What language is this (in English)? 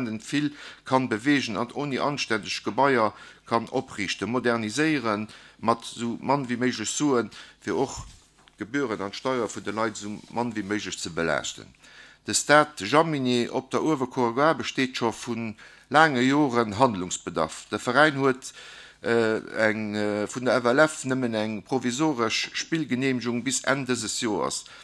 Luxembourgish